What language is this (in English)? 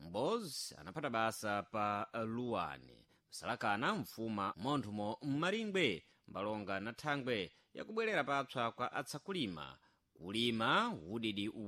Sena